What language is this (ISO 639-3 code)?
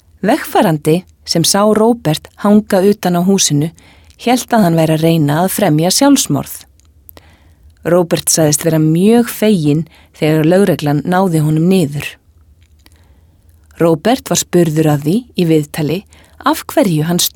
isl